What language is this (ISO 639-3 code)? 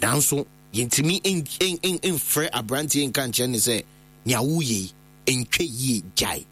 aka